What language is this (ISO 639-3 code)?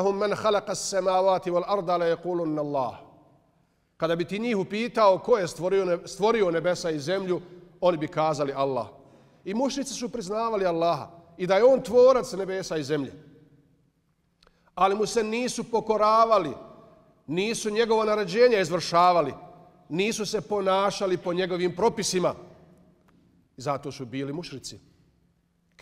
bos